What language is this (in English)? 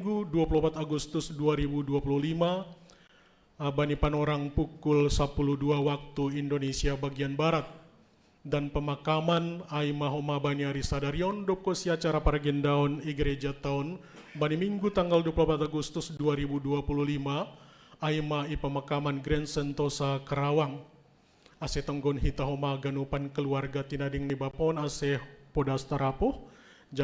Batak Simalungun